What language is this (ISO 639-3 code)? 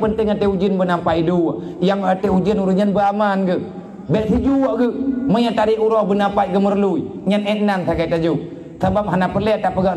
ace